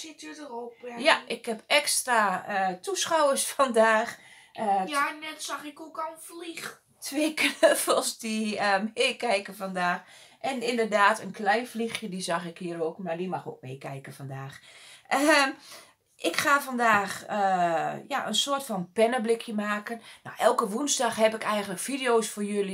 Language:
Dutch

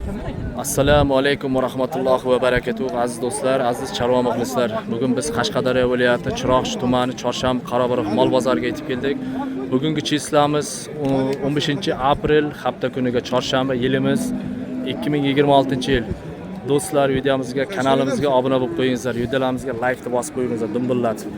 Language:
Uzbek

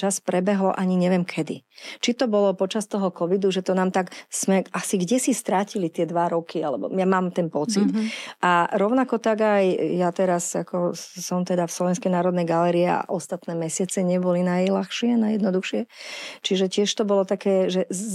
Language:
Slovak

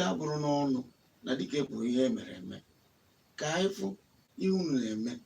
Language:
Igbo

